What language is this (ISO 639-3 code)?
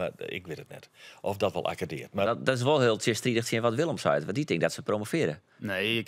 fry